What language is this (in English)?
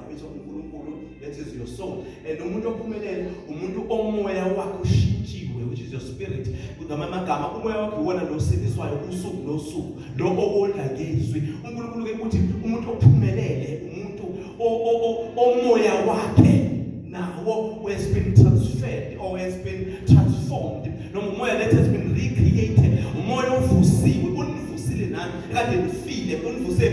Zulu